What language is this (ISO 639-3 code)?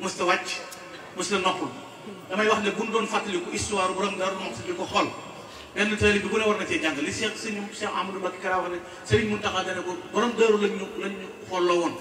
wol